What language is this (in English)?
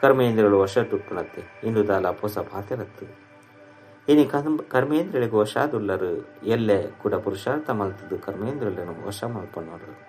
Tulu